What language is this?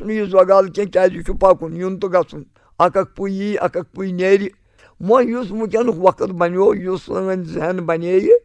Kashmiri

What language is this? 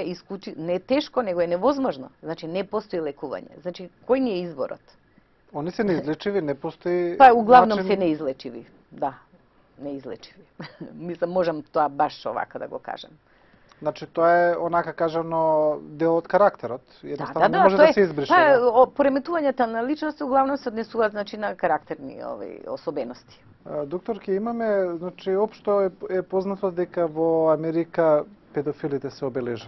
Macedonian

